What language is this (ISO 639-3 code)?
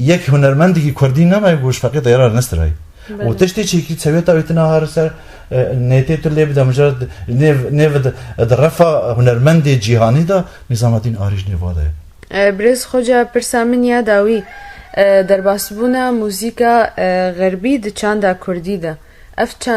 kur